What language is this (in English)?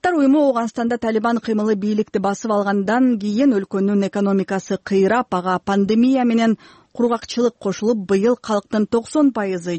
Kyrgyz